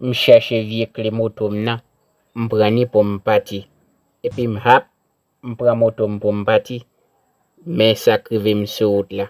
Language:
Haitian Creole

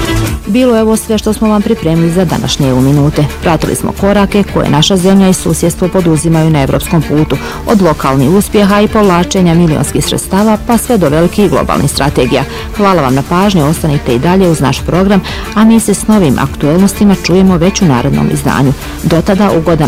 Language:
Bosnian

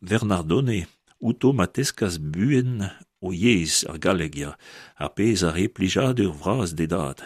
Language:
Breton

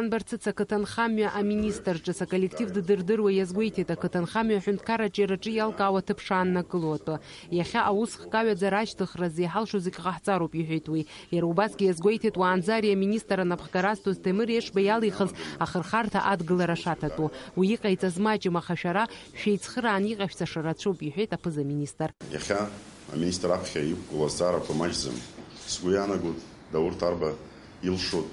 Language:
Abkhazian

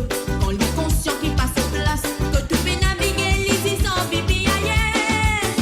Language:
Morisyen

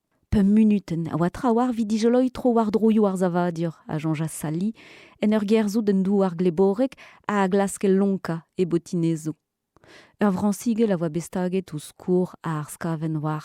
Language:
Breton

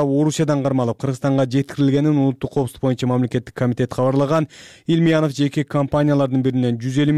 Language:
Kyrgyz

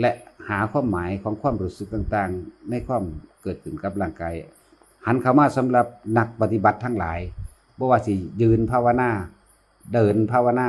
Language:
Northeastern Thai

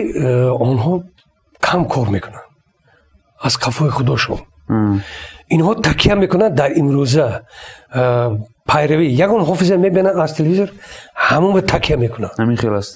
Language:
Tajik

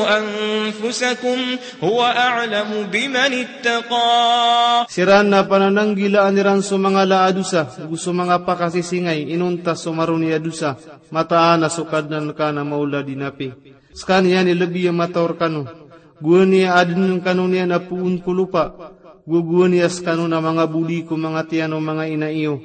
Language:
Maranao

